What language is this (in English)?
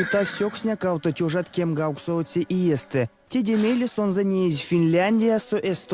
Erzya